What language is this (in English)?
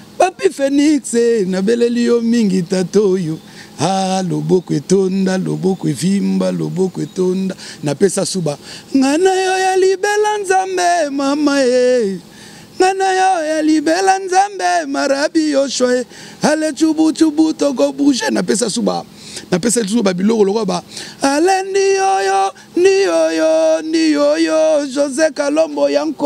Lingala